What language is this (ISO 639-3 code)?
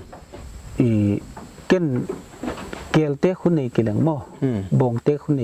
pck